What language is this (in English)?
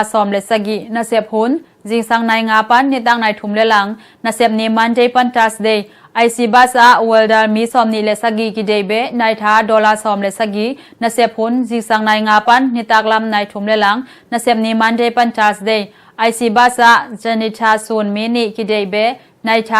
Tedim Chin